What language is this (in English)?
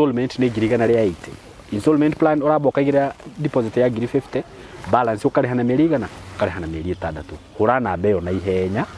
Kikuyu